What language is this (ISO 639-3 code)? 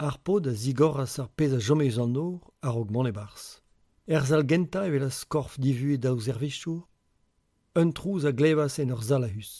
bre